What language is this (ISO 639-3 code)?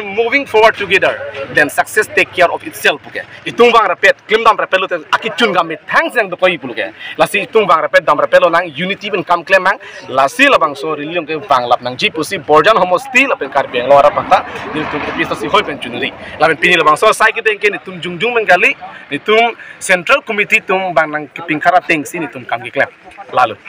mjw